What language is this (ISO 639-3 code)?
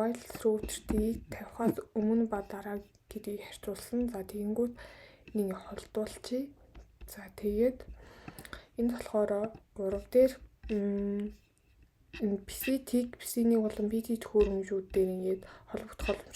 mon